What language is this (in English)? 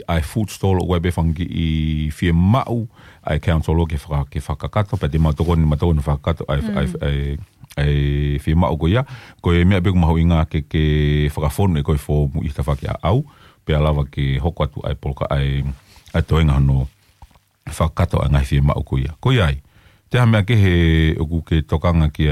Tongan